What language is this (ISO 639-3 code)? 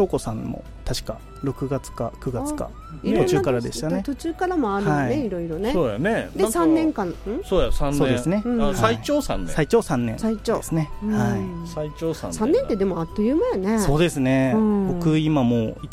jpn